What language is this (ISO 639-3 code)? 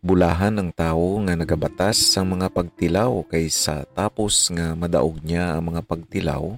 hil